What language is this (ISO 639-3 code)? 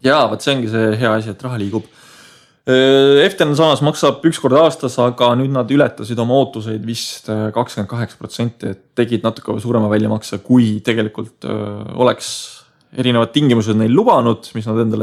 est